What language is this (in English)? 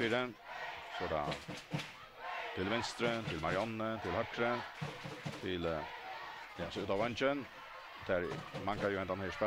Faroese